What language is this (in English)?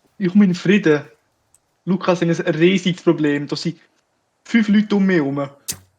Swiss German